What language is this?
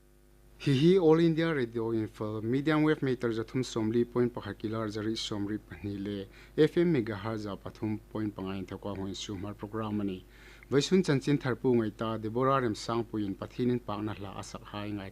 Hmar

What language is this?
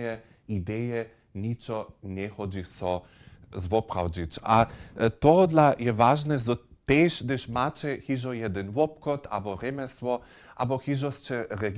Upper Sorbian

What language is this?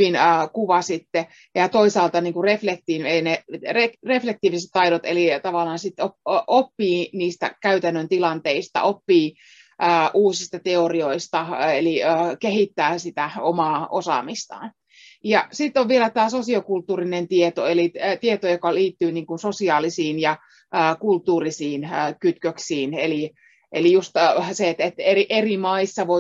Finnish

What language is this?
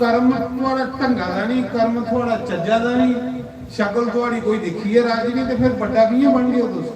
Dogri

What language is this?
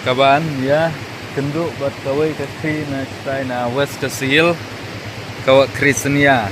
Khasi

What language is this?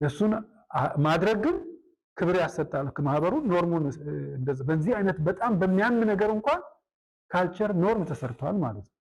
Amharic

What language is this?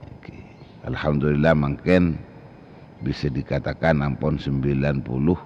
Madurese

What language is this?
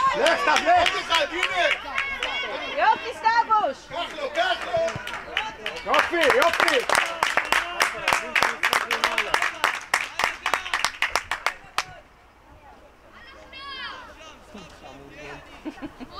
Hebrew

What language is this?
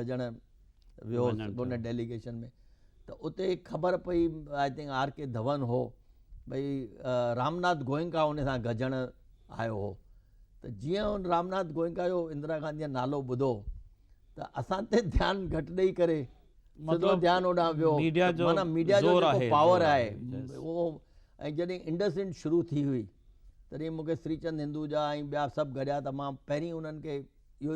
Sindhi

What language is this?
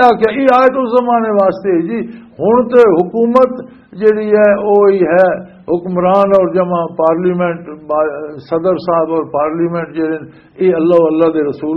Western Panjabi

